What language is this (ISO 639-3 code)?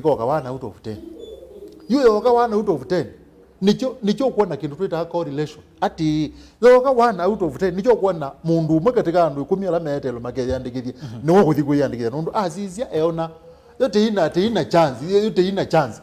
kam